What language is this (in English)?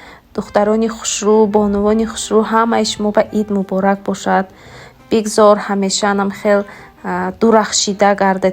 Tajik